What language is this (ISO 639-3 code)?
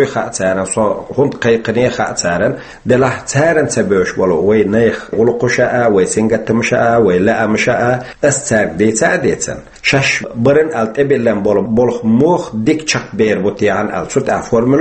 che